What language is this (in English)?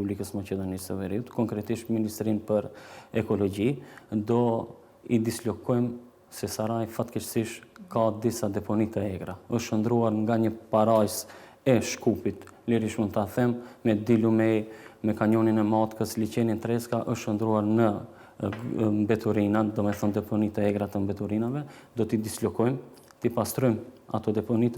Albanian